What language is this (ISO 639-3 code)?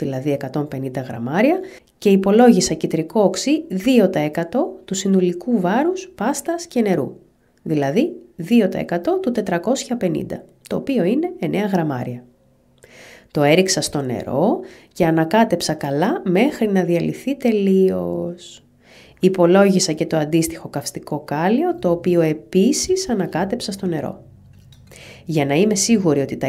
ell